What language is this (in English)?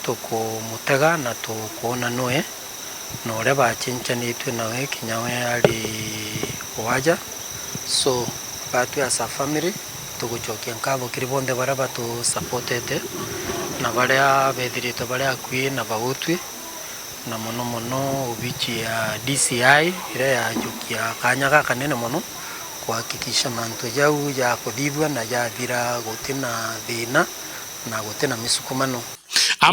Meru